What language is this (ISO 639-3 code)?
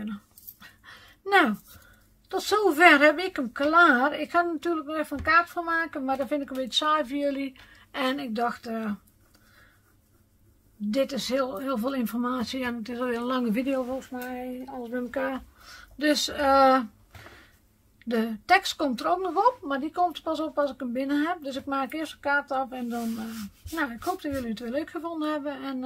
nld